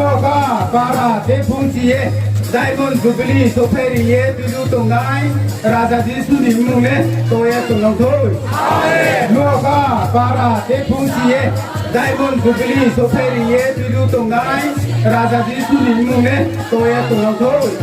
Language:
Riang (India)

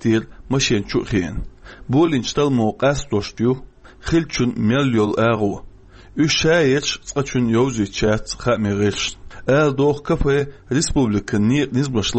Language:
Chechen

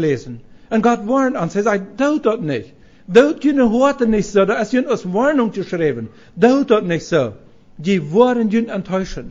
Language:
Plautdietsch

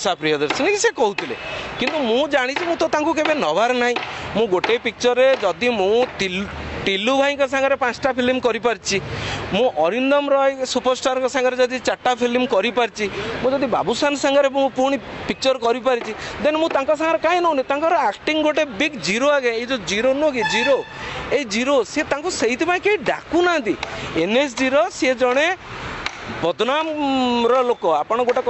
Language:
Odia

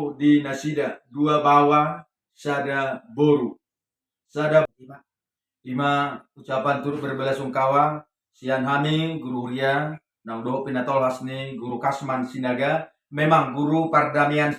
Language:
Batak Toba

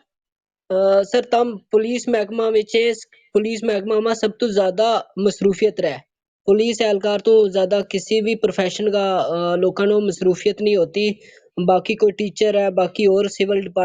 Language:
Gujari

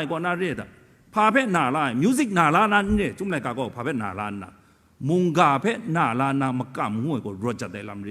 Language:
Kachin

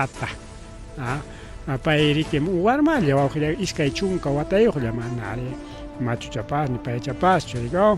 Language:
Ayacucho Quechua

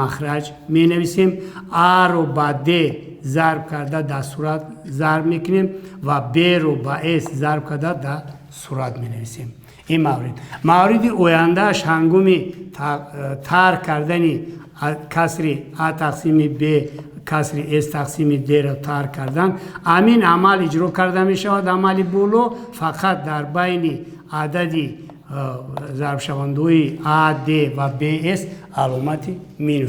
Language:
Tajik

